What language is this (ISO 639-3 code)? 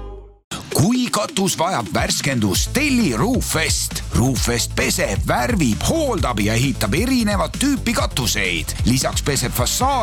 est